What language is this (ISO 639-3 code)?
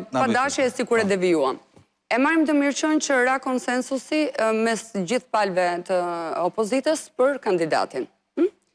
sqi